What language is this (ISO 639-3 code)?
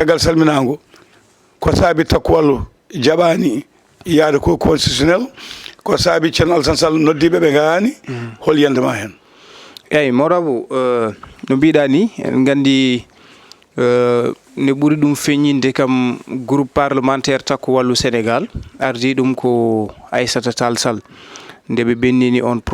ful